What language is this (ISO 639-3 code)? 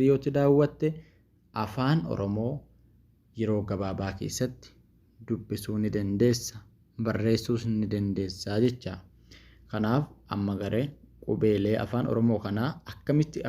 orm